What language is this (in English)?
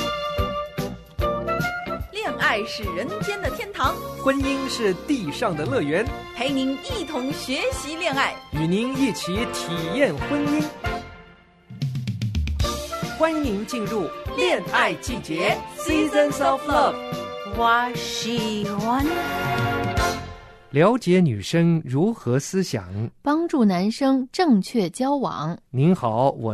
Chinese